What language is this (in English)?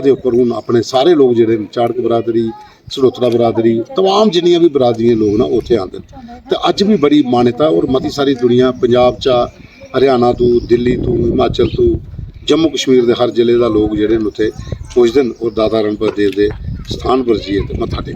Dogri